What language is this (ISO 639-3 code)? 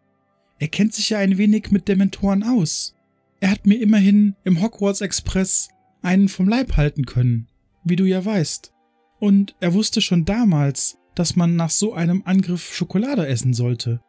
deu